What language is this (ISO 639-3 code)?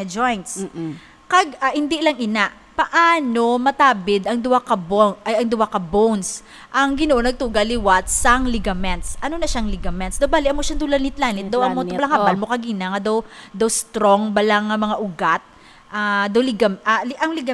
hil